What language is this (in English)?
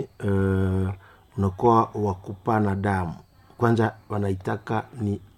Swahili